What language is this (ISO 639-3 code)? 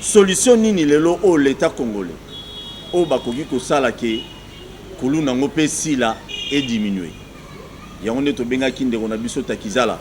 lin